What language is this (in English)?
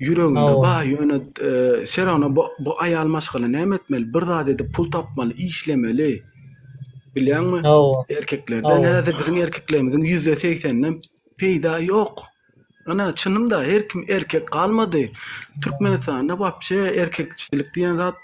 Turkmen